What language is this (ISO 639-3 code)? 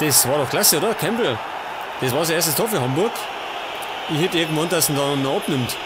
bar